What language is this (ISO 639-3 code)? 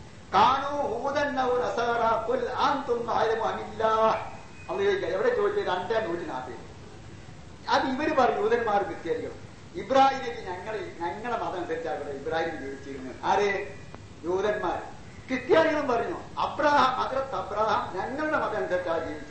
mal